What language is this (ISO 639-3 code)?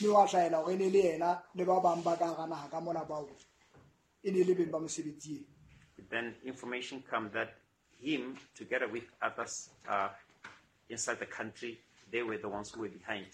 sot